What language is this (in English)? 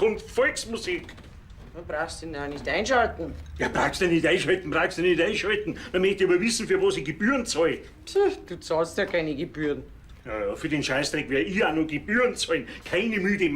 Bavarian